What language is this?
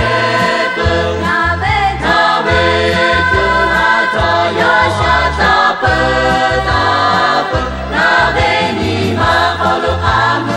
Lahu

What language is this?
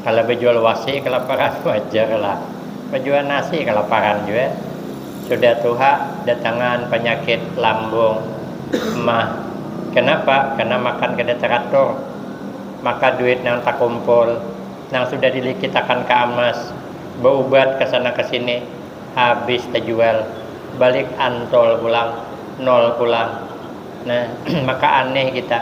Banjar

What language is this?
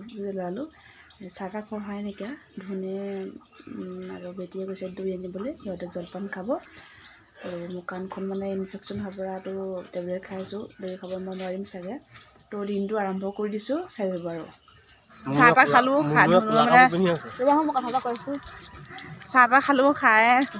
Assamese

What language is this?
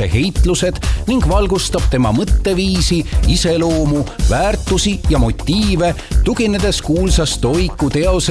Estonian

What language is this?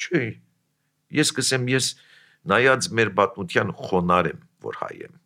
Armenian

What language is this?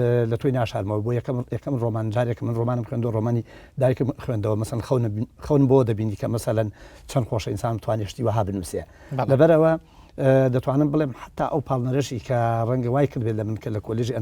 Central Kurdish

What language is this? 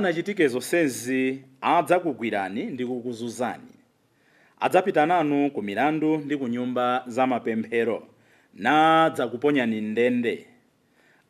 Nyanja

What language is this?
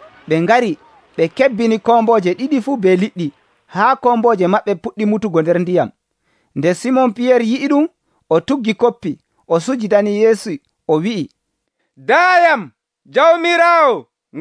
Nigerian Fulfulde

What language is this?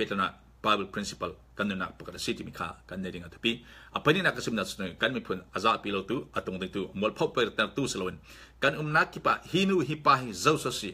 Falam Chin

